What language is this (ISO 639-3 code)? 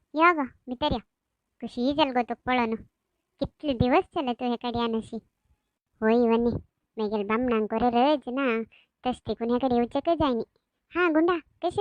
kok